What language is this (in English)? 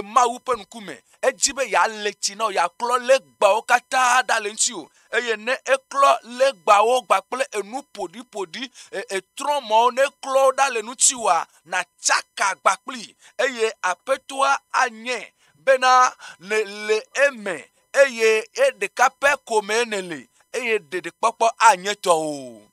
Ewe